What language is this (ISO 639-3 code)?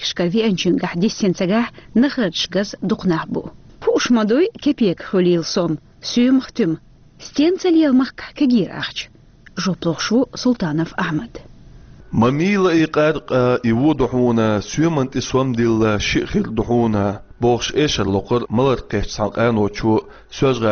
che